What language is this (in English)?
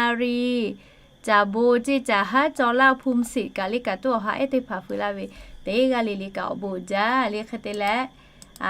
Lahu